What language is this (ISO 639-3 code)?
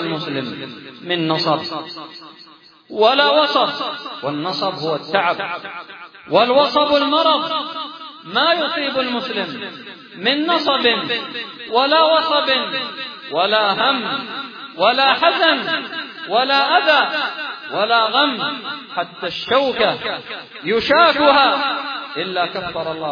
ara